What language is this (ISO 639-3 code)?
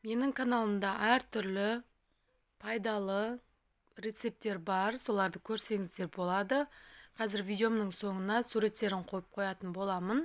kaz